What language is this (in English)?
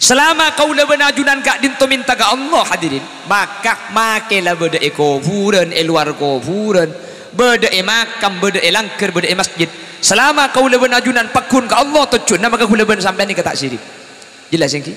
Madurese